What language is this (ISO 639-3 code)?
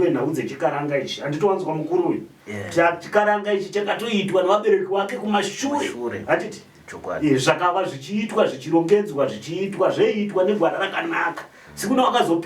sna